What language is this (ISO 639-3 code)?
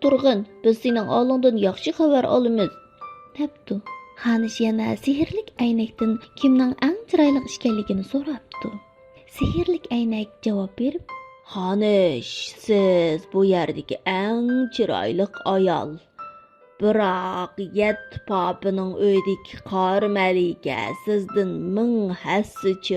uig